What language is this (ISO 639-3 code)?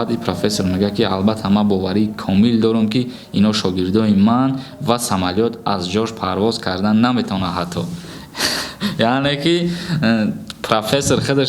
tgk